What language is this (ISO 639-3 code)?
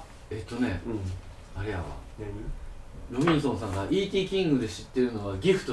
jpn